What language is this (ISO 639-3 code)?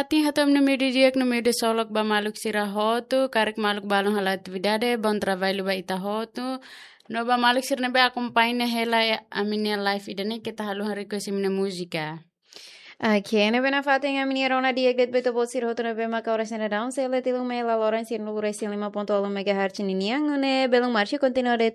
tet